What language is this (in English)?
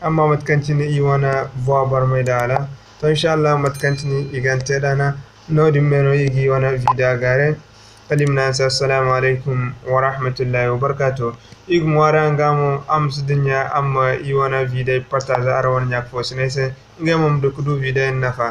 Zarma